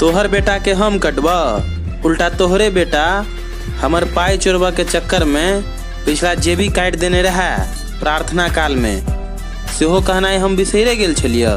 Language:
Maithili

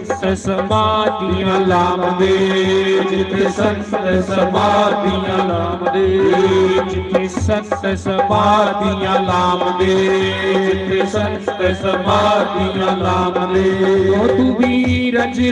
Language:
Dogri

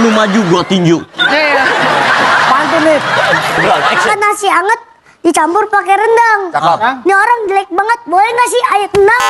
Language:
Betawi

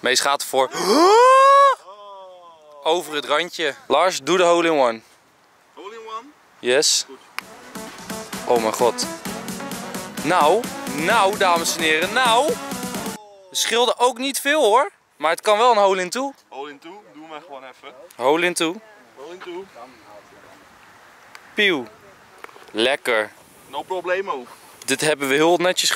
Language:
Dutch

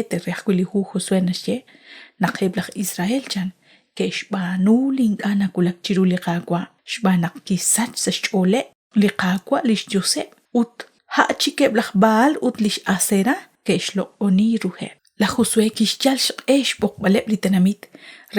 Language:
Kekchí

